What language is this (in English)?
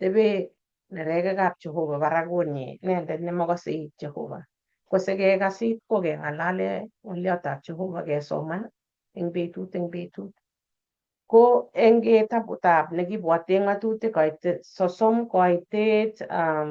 Kalenjin